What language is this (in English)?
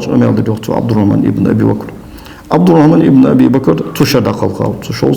Ingush